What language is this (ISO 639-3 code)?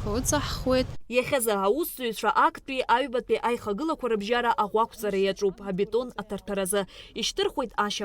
abk